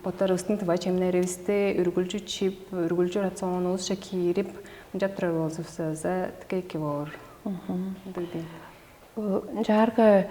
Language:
Tuvinian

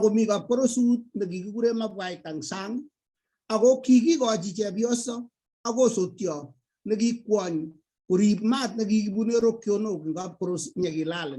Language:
Kalenjin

